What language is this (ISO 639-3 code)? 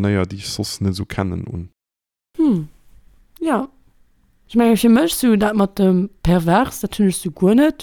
ltz